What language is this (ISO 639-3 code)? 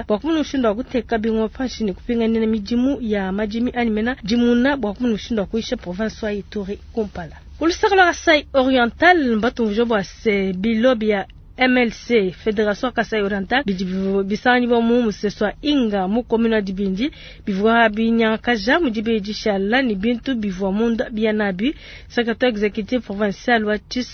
lua